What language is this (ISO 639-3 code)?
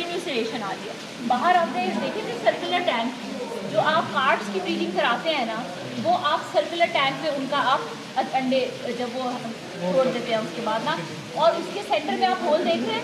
hin